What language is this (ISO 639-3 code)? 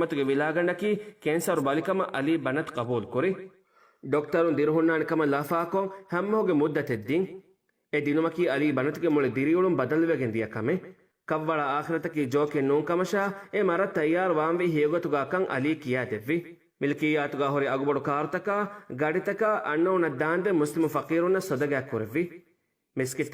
div